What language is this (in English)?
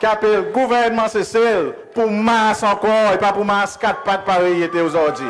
Seselwa Creole French